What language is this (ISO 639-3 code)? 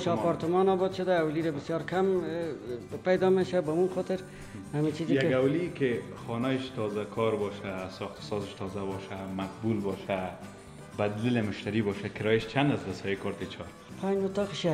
fas